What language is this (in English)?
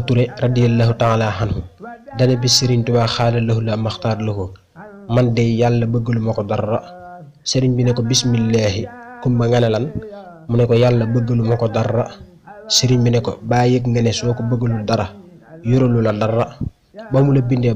Wolof